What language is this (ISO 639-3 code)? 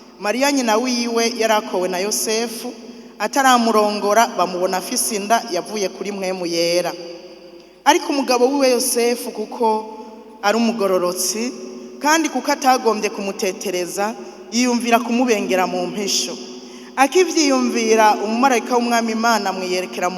run